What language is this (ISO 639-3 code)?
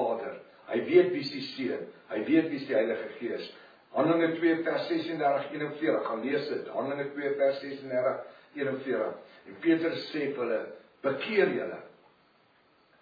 afr